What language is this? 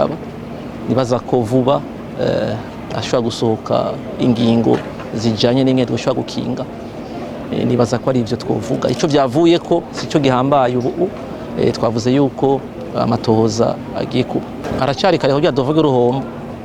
Rundi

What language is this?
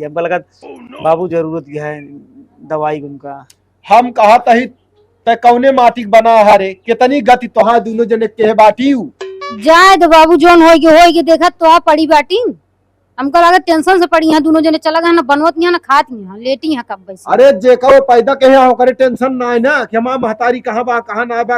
Awadhi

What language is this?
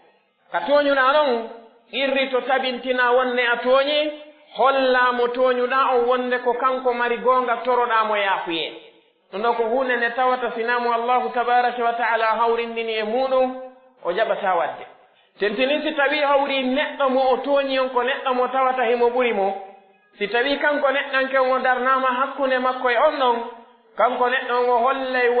Pular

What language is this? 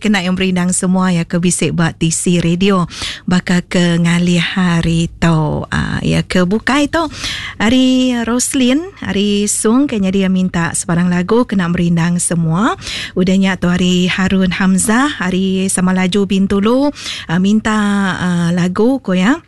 Iban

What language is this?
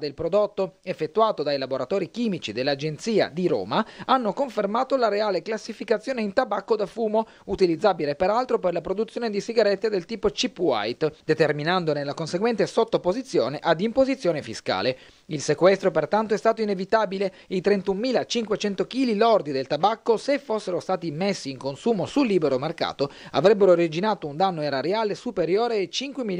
Italian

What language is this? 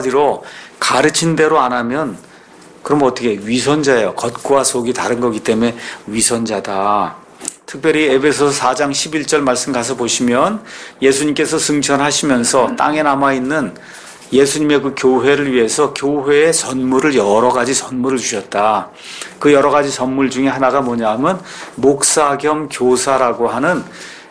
Korean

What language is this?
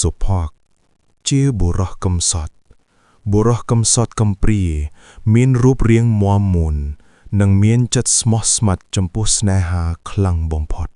Khmer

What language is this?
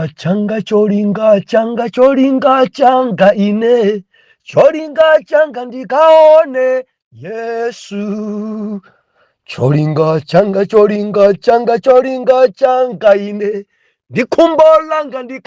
Nyanja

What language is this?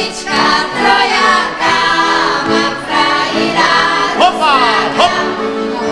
Rusyn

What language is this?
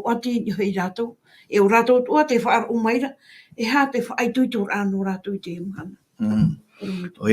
Tahitian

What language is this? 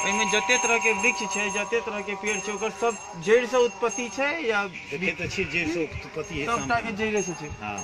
Maithili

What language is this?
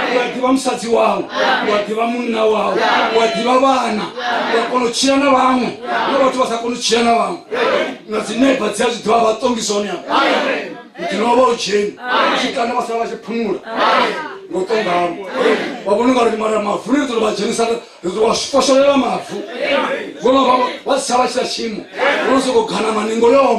Venda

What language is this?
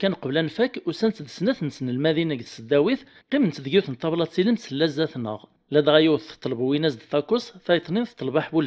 Kabyle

